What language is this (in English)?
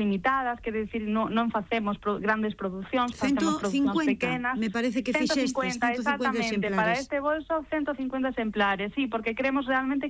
Galician